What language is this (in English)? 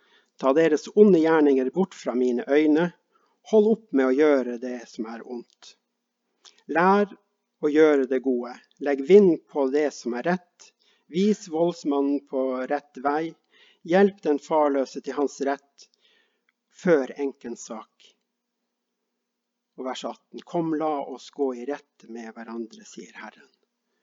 Norwegian